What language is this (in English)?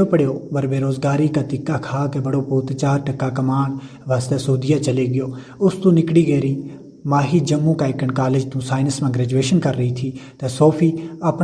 Gujari